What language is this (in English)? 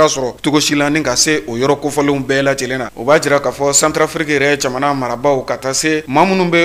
Bambara